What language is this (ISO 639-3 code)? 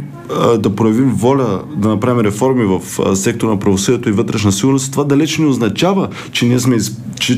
bul